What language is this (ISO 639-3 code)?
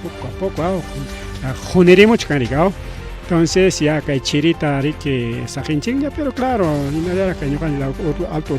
quy